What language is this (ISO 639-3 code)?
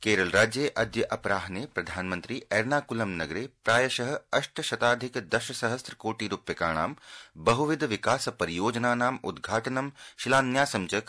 san